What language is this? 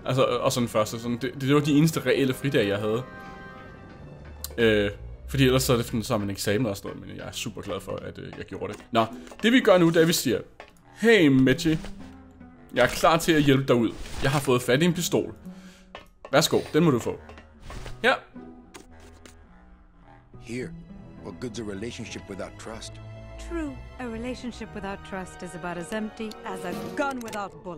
Danish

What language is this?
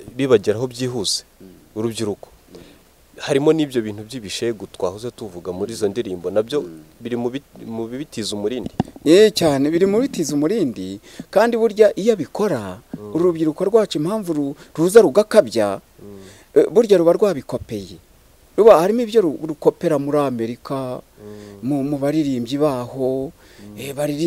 Kinyarwanda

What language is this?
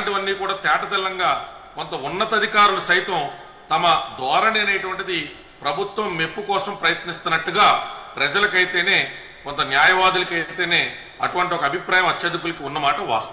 Telugu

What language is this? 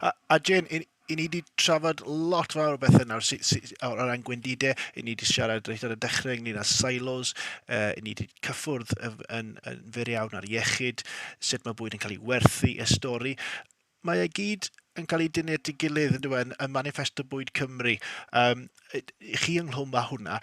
Welsh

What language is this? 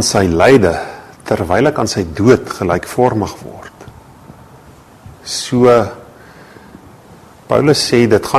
Afrikaans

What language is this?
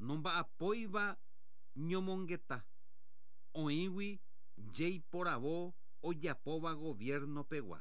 Guarani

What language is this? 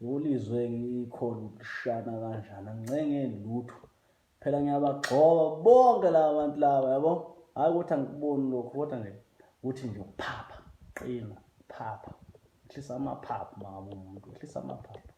Zulu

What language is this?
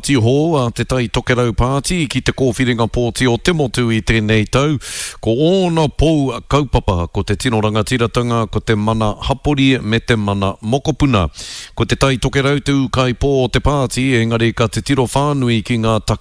Māori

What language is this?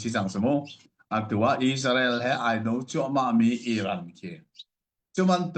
Hakha Chin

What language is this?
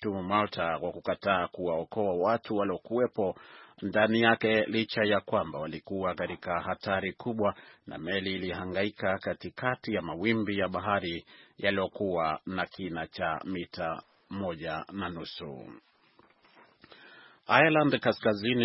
Swahili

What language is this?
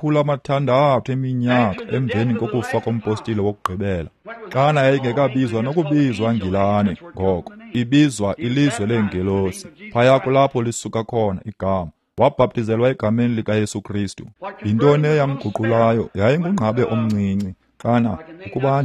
Xhosa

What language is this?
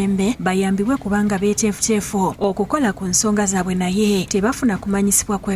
Ganda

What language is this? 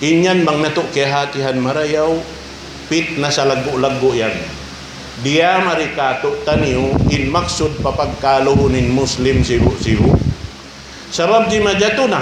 Tausug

